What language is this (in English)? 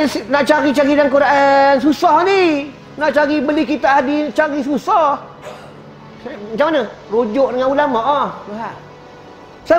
Malay